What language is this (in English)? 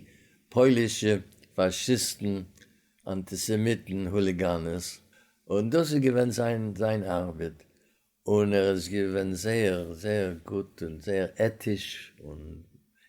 Yiddish